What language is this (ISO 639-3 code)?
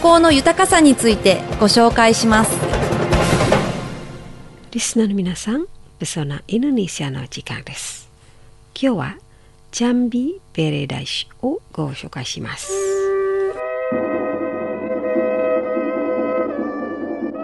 jpn